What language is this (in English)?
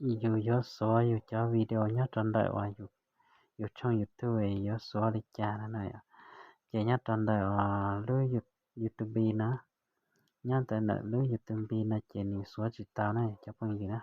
Hmong